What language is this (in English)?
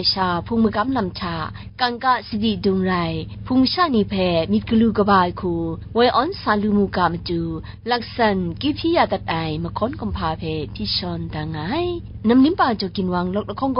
Kachin